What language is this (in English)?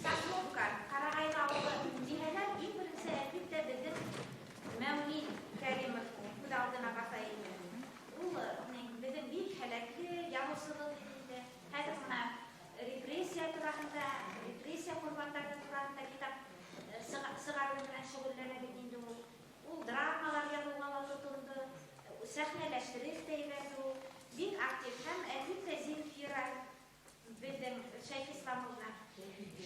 Bashkir